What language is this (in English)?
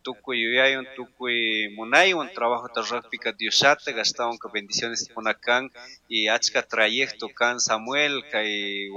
Chimborazo Highland Quichua